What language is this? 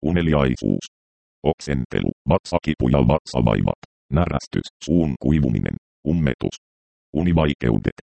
Finnish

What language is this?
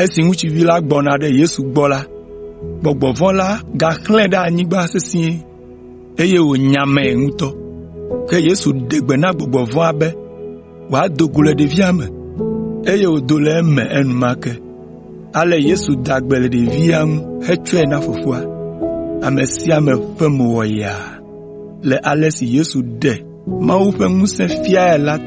Ewe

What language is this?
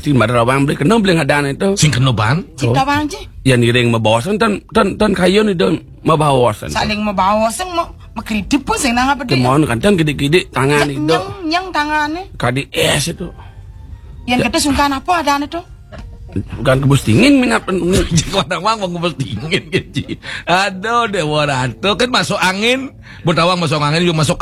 Balinese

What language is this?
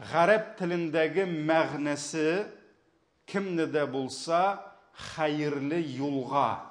Tatar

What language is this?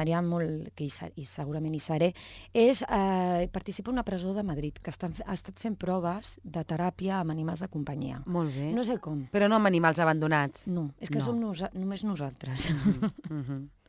Catalan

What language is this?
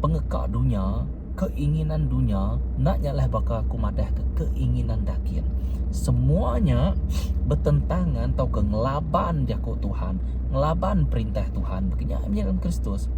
Iban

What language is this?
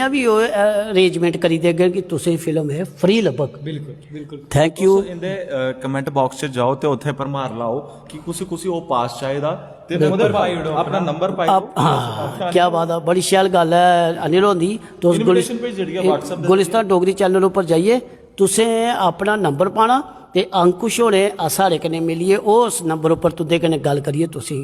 Dogri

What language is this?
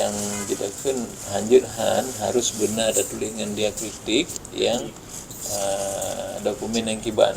Achinese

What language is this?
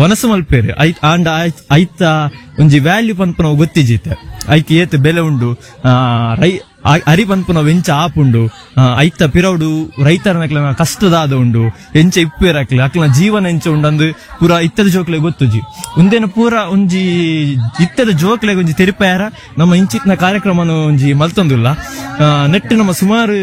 Tulu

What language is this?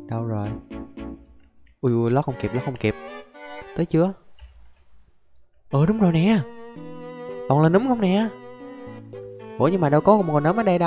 Vietnamese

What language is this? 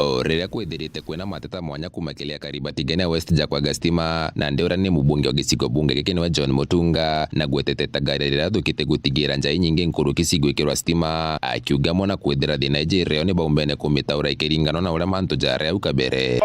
Meru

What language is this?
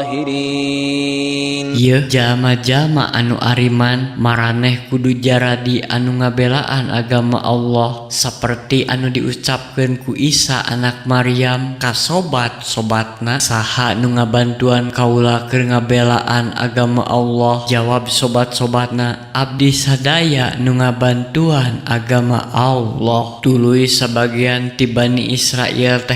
Sundanese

